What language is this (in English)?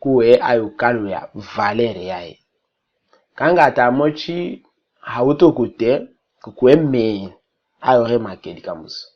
Tetela